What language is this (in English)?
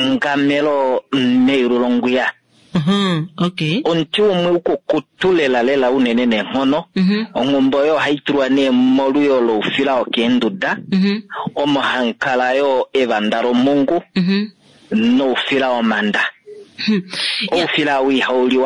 Kuanyama